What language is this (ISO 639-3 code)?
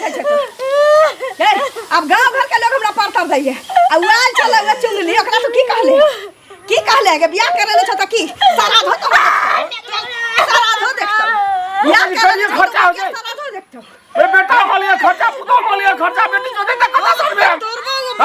mai